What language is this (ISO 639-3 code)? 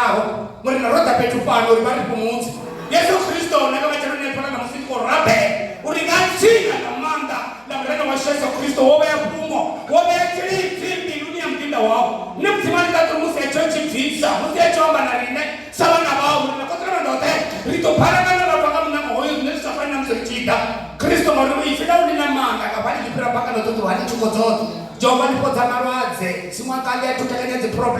ven